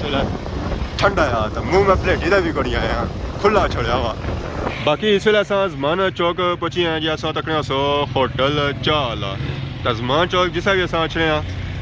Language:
Pahari-Potwari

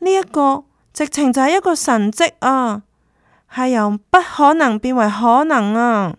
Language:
Cantonese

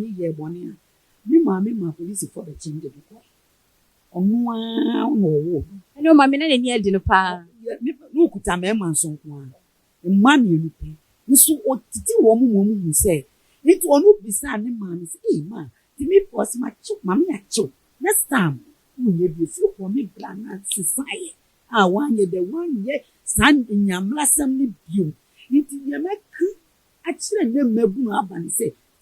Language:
Akan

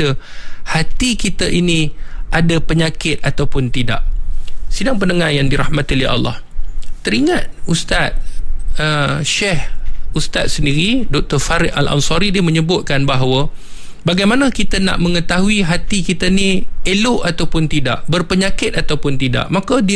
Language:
Malay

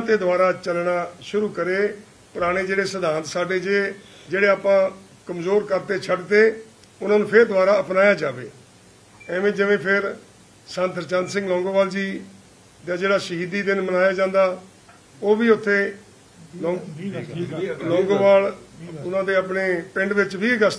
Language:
Punjabi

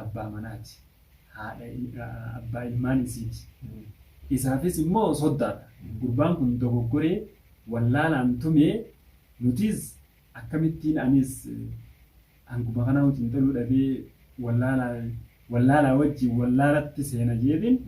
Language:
Oromo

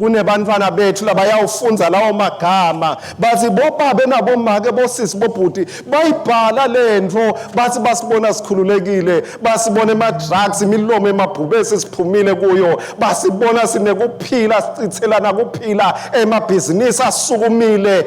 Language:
Swati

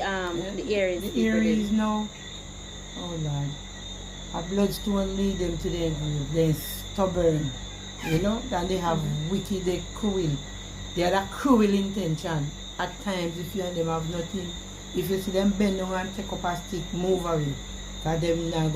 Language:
Jamaican Creole English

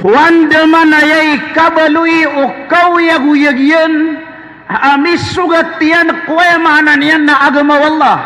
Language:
Maranao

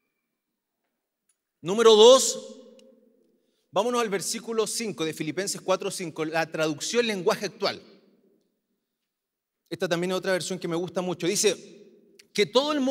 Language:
Spanish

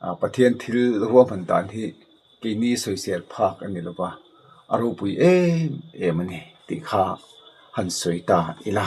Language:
Mizo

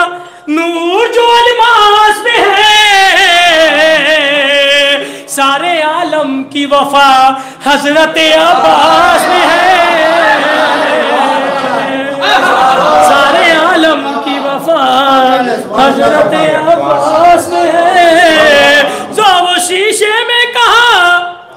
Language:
Urdu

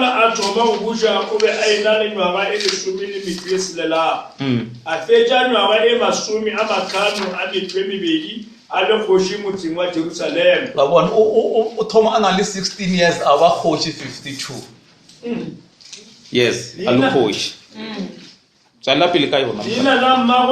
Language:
Northern Sotho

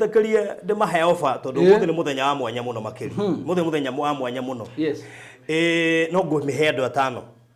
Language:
Kikuyu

